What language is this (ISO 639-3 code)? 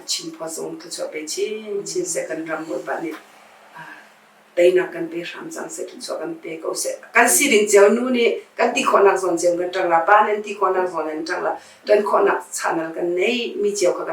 cnh